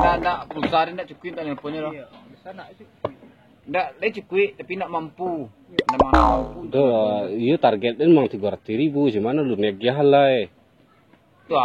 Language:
Minangkabau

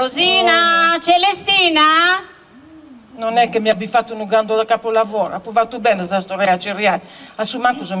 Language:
Sardinian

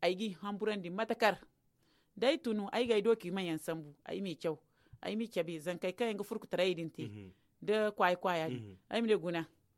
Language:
Zarma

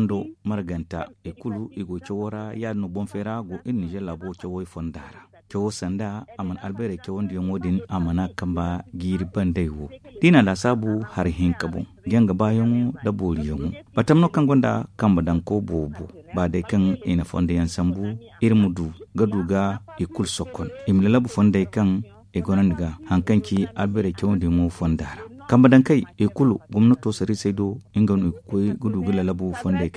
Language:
Zarma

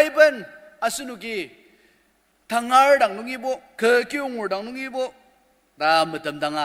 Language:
Ao Naga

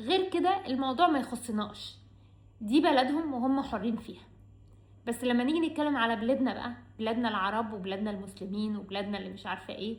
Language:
Egyptian Arabic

